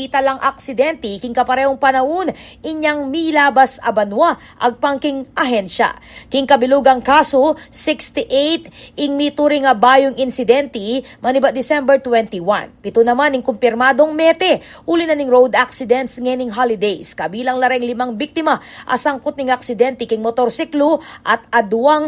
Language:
Pampanga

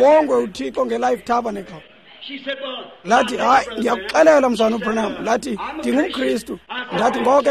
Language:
Xhosa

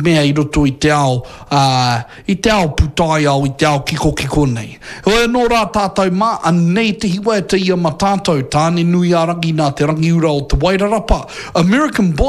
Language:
Māori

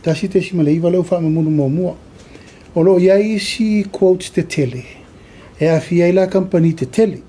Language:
Samoan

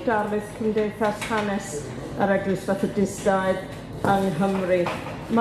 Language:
Welsh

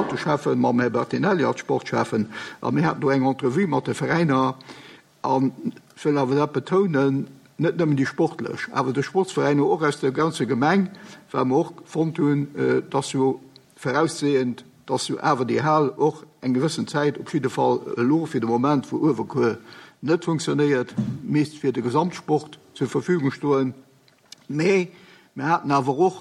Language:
Luxembourgish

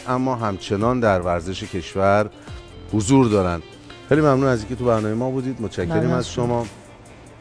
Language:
Persian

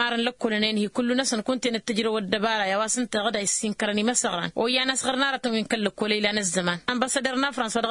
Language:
Tamasheq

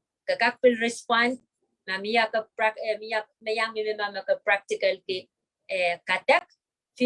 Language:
Pohnpeian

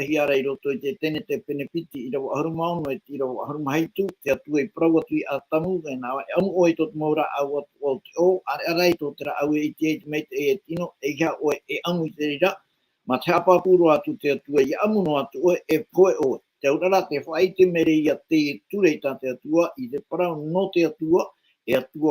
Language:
Tahitian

